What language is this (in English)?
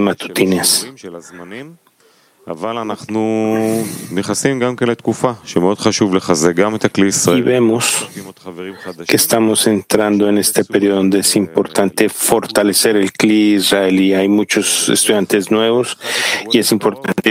Spanish